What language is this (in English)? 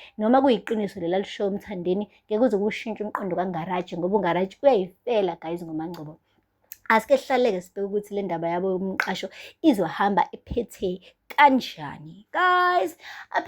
Zulu